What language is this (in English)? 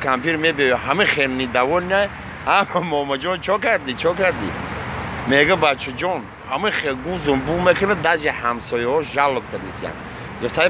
Tajik